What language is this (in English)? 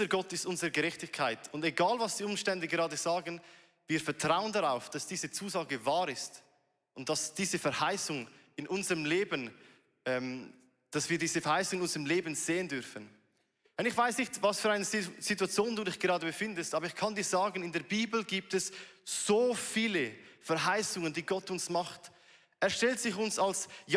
Swiss German